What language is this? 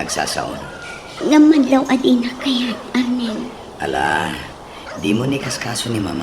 Iloko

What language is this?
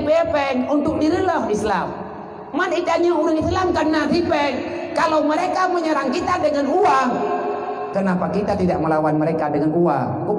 Achinese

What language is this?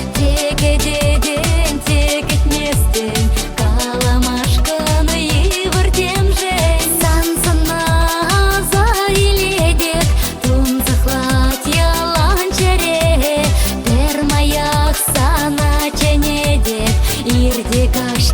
Chuvash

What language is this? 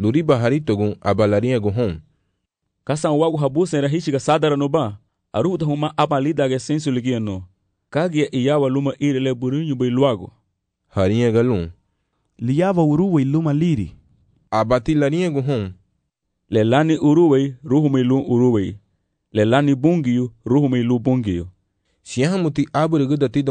Garifuna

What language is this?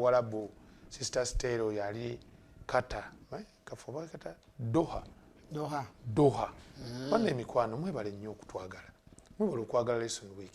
Ganda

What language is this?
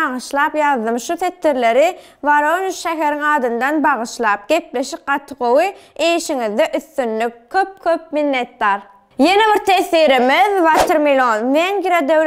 Turkmen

